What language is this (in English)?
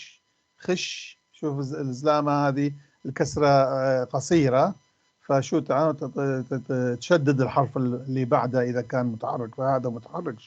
North Levantine Arabic